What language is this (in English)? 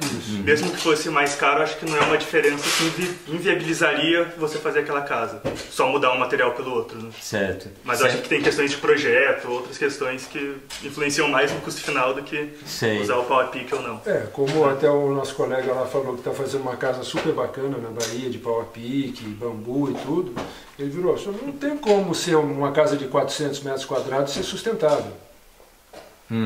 Portuguese